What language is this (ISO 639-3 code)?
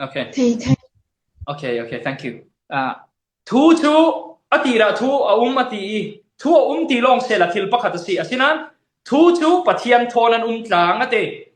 cfm